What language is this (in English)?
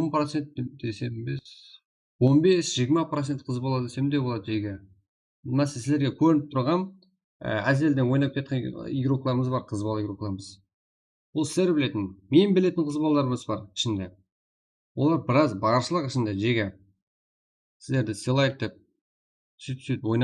Kara-Kalpak